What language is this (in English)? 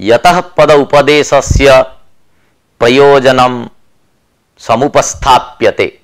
Sanskrit